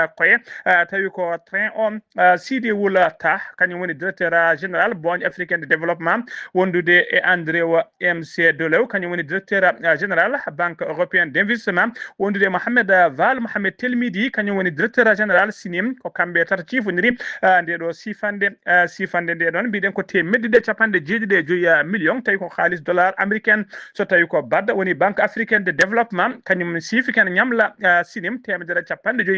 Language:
Fula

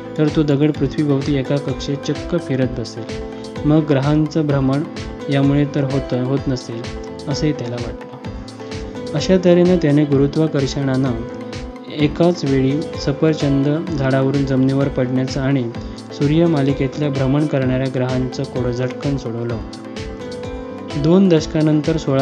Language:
Marathi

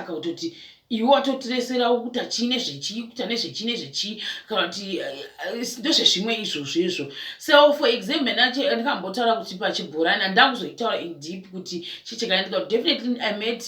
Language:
Shona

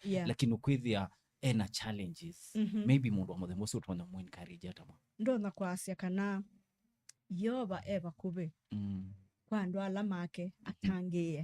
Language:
Kamba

